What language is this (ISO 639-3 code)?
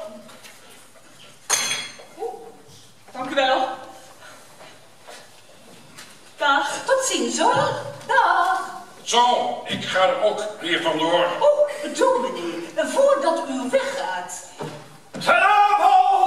nld